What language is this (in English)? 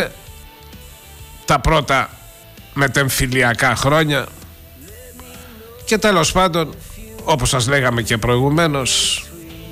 Greek